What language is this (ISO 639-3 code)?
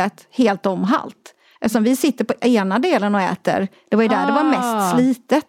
swe